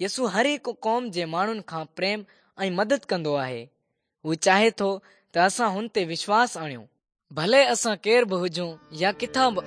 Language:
Sindhi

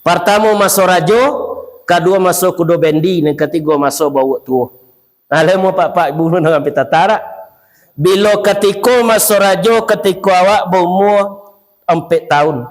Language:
Minangkabau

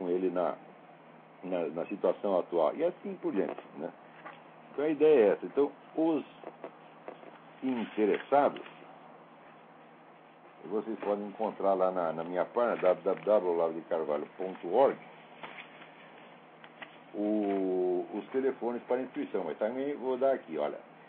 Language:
Portuguese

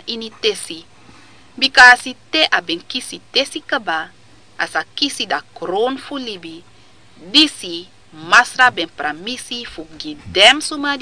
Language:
Sranan Tongo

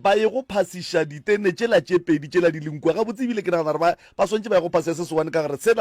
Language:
Northern Sotho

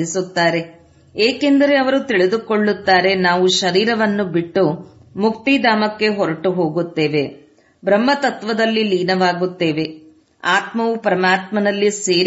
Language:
Kannada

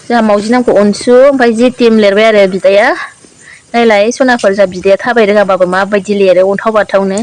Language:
Bodo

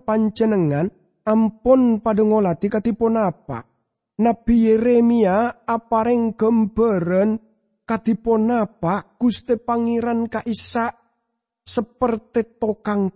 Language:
Madurese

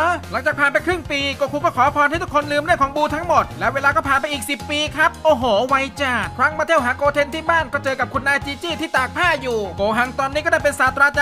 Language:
Thai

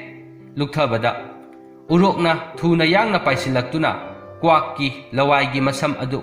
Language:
Manipuri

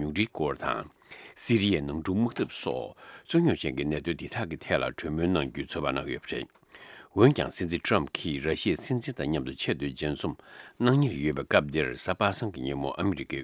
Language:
Tibetan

